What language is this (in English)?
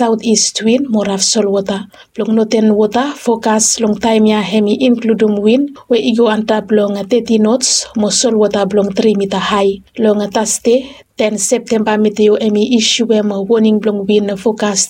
Bislama